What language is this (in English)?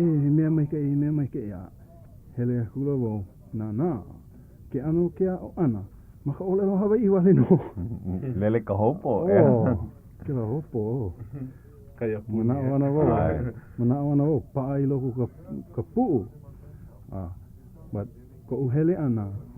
Hawaiian